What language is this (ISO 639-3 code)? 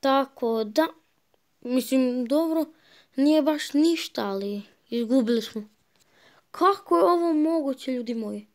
srp